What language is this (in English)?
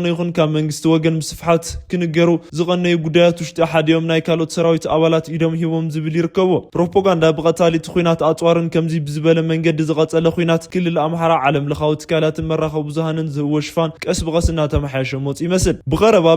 Tigrinya